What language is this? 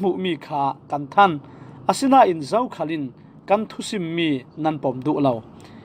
Falam Chin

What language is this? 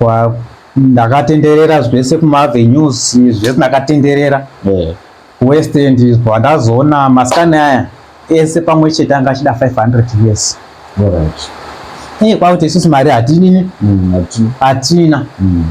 Shona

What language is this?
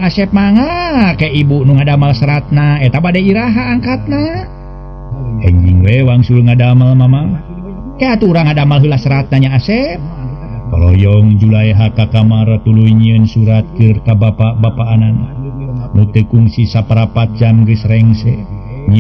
Sundanese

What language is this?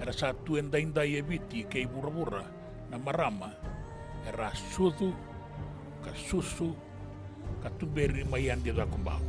Fijian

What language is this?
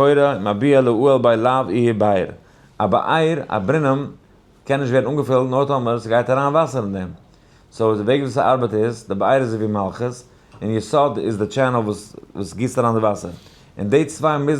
Yiddish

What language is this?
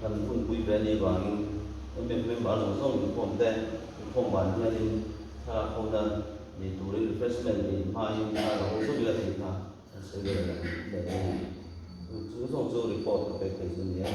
Mizo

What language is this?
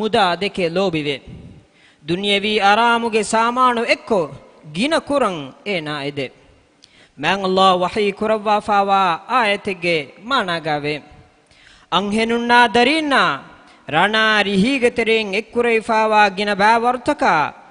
Divehi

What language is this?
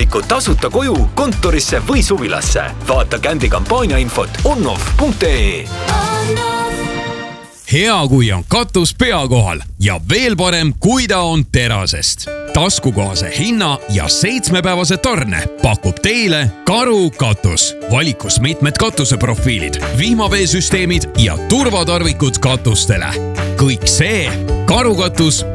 Estonian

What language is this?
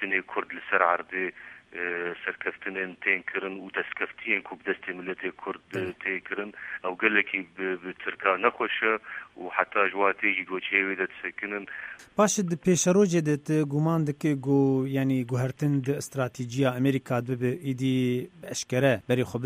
Kurdish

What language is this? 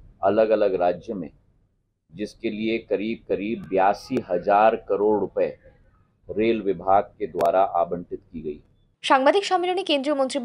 Bangla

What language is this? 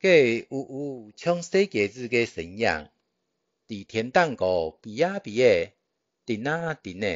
Hakka Chinese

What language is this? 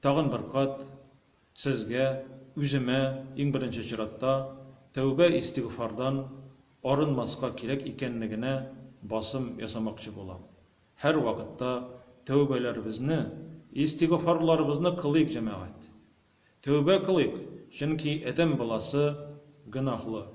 Tatar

